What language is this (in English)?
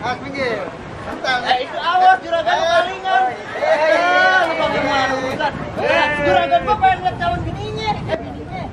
Betawi